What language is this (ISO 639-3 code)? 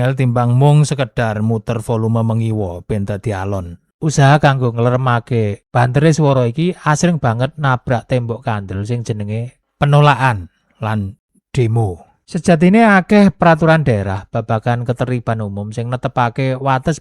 jav